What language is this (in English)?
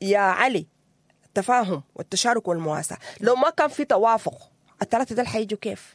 Sudanese Arabic